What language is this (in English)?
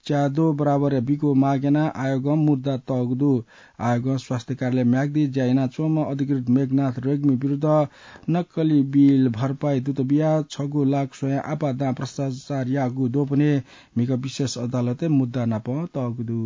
Newari